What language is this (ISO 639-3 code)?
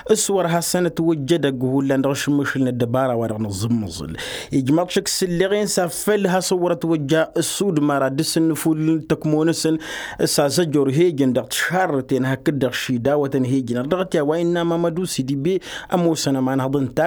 taq